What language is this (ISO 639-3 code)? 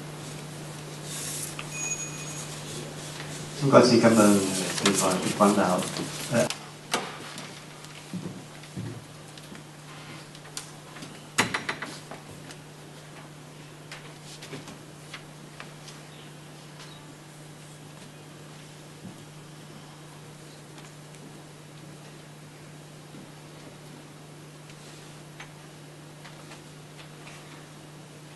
vie